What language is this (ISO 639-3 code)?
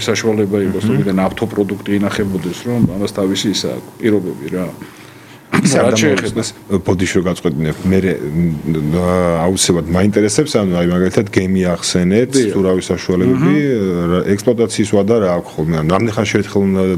kat